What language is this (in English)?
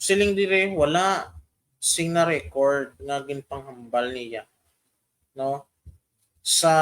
Hiligaynon